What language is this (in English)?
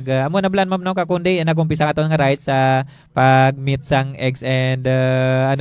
Hiligaynon